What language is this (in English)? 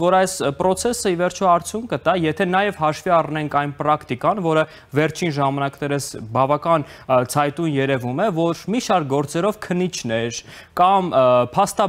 Armenian